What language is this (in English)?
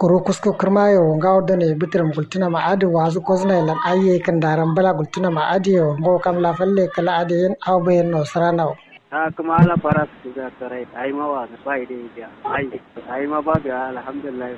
Kanuri